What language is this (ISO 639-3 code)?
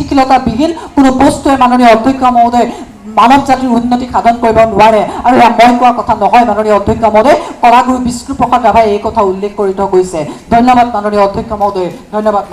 asm